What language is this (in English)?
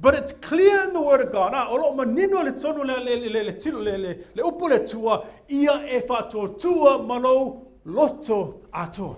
Samoan